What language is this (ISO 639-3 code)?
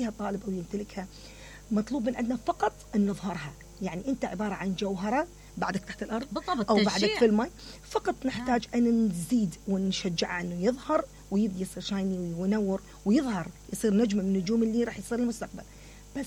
acm